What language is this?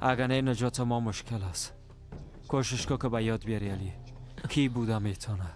Persian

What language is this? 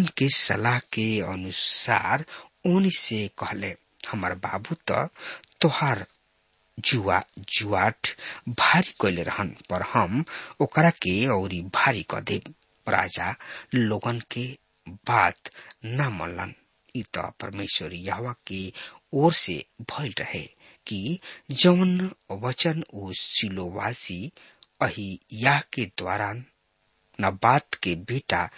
Bhojpuri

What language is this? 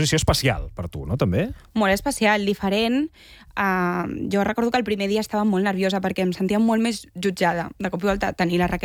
Catalan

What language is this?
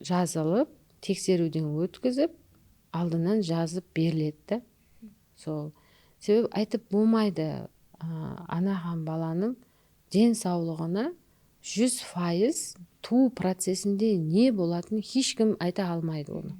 Kara-Kalpak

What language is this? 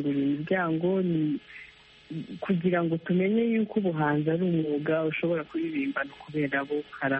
Kinyarwanda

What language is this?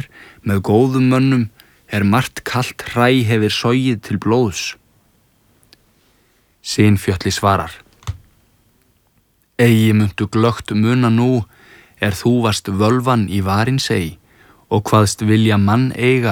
Icelandic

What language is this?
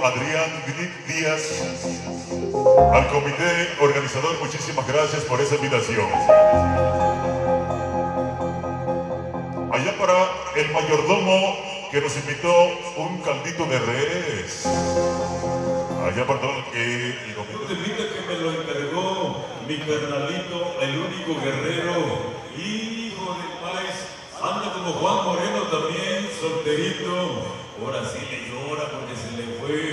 Spanish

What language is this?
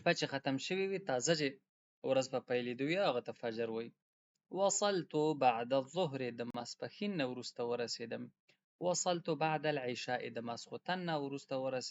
Pashto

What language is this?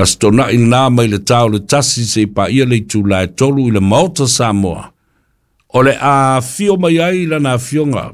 Samoan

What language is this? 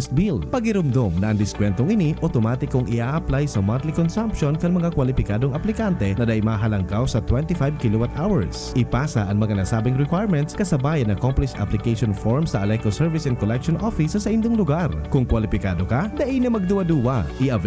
Bikol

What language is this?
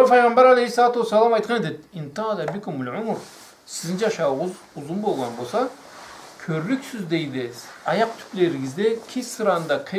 Karachay-Balkar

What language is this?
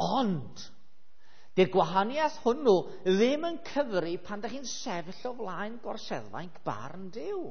Welsh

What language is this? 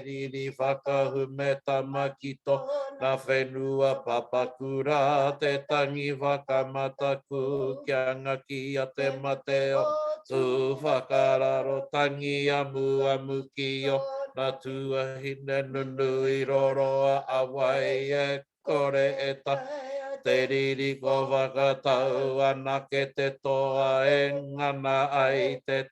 Māori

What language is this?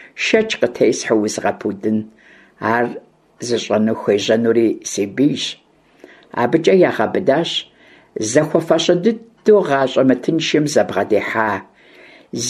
Kabardian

